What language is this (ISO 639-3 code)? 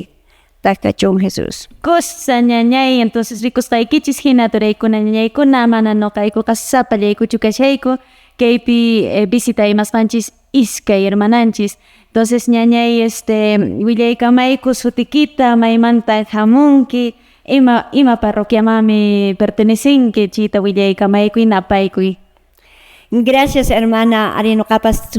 que